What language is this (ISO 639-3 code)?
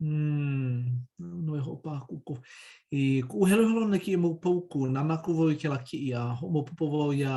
haw